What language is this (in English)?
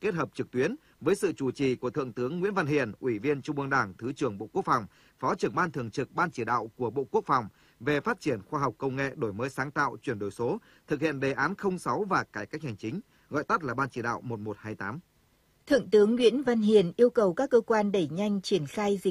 Vietnamese